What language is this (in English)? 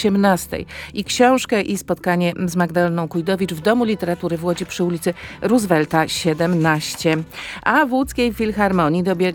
Polish